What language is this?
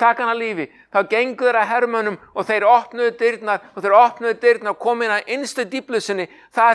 Icelandic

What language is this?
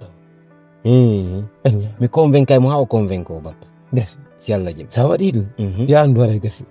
Fula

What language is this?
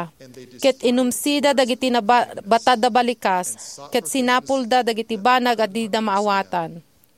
Iloko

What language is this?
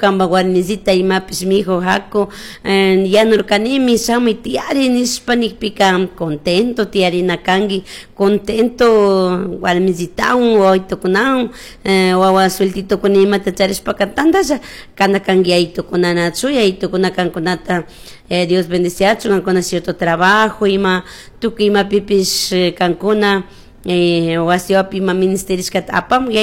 Chimborazo Highland Quichua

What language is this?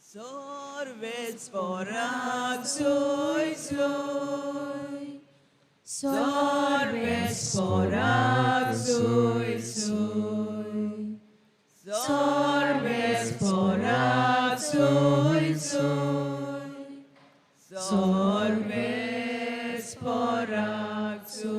Konkani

